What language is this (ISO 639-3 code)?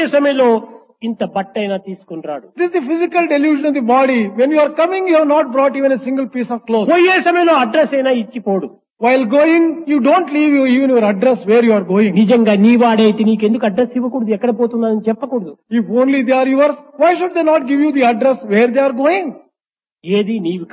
tel